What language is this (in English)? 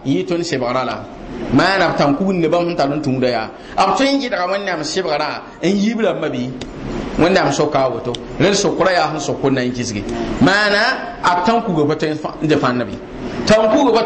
Mossi